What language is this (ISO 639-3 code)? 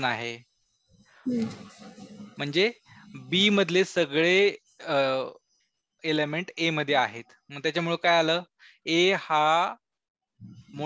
mar